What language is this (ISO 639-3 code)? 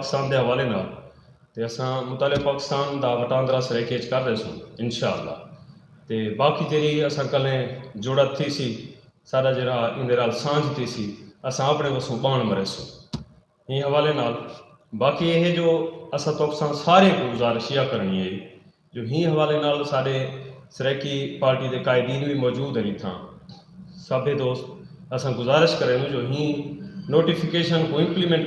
skr